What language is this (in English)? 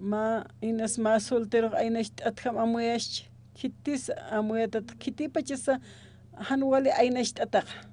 Aymara